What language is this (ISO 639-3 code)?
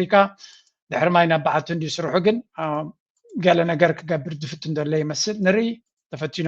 tir